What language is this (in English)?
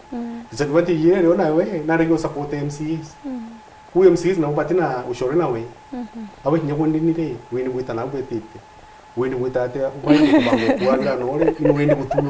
Meru